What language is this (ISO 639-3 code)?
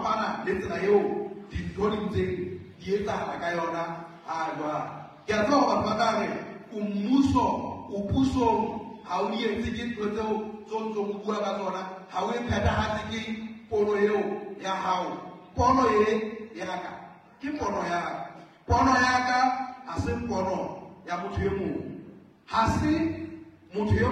sot